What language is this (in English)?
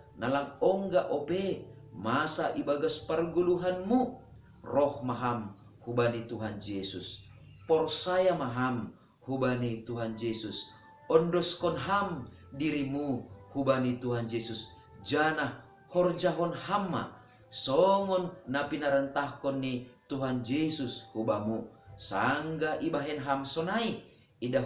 Batak Simalungun